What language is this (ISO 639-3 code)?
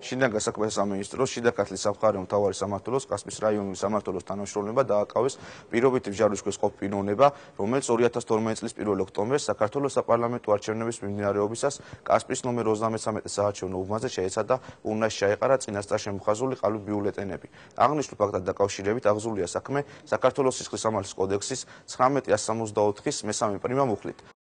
kat